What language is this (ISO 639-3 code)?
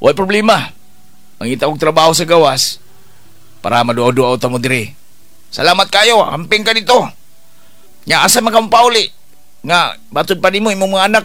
ceb